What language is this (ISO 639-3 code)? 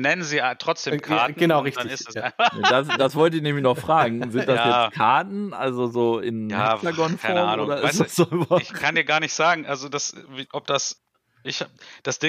deu